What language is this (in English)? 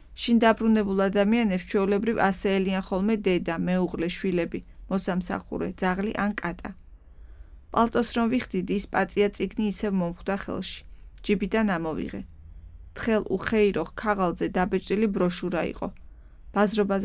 Georgian